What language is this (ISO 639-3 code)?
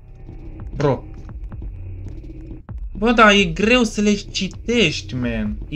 ron